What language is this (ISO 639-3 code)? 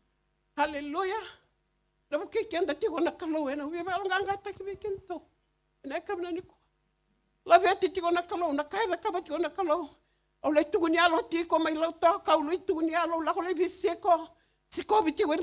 fij